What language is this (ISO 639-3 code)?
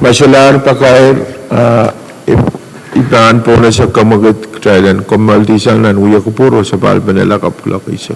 pon